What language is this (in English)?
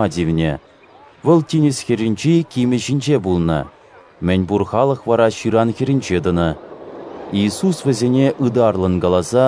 Chuvash